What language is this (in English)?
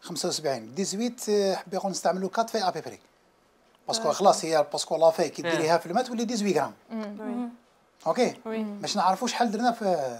Algerian Arabic